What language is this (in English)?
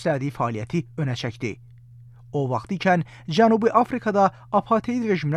Azerbaijani